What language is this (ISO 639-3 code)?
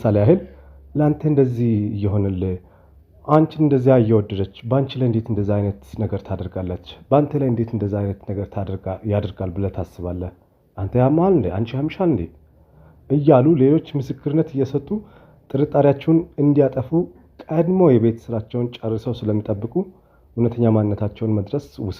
amh